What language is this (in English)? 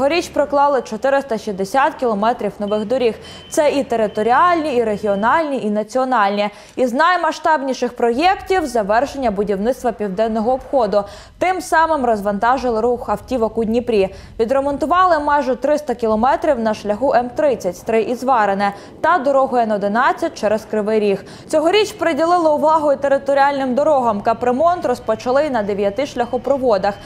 Ukrainian